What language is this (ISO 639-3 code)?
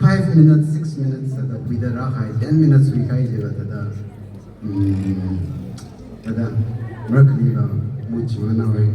nmf